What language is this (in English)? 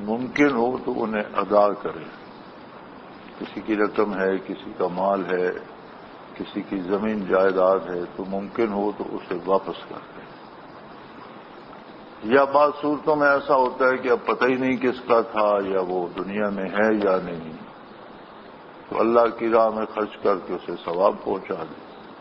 Urdu